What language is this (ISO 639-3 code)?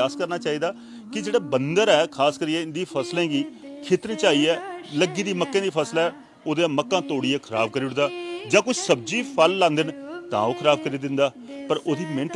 doi